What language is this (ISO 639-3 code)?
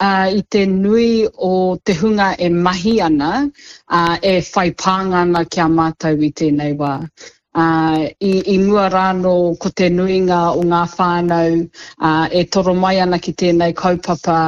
mri